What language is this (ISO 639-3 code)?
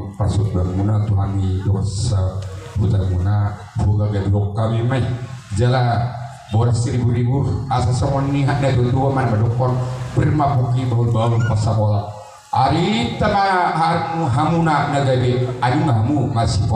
bbc